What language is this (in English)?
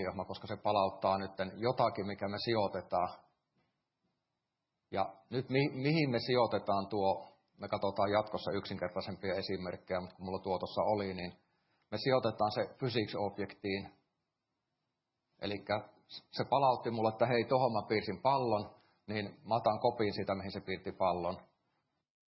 Finnish